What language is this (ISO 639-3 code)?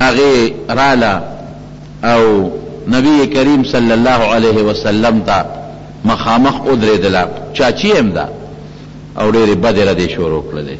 pus